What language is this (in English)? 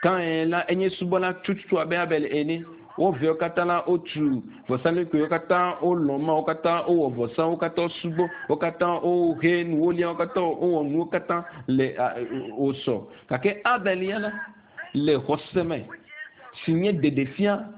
Ewe